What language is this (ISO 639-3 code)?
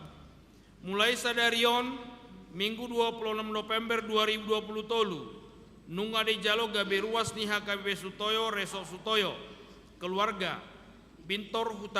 bbc